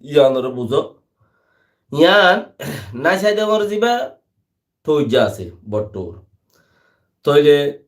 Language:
Rohingya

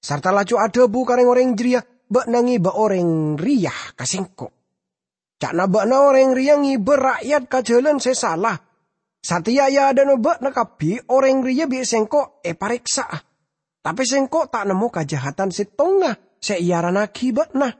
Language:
Madurese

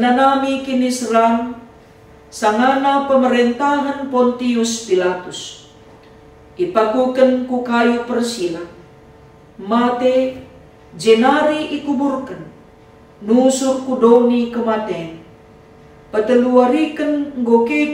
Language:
Batak Karo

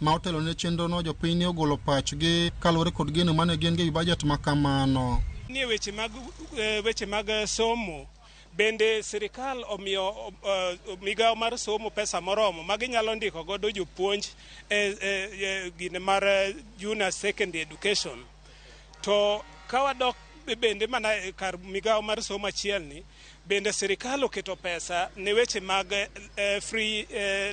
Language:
Luo (Kenya and Tanzania)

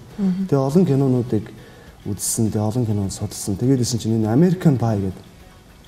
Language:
Mongolian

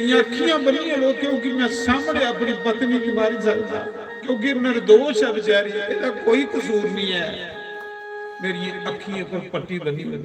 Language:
Dogri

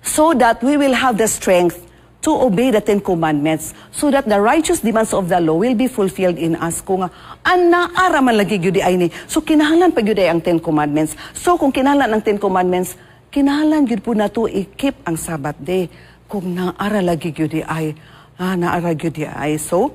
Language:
Cebuano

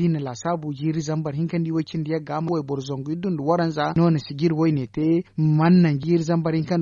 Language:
Zarma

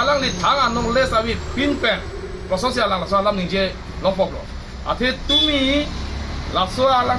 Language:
Karbi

